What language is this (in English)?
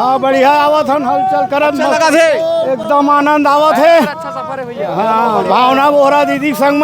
Chhattisgarhi